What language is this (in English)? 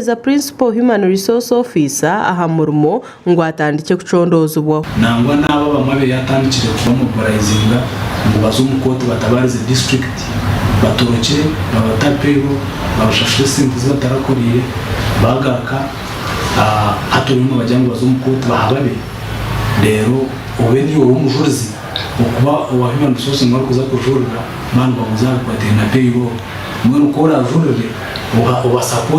Nyankole